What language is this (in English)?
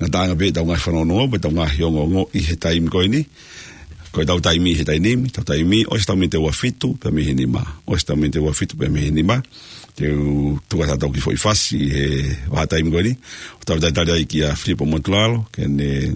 Tongan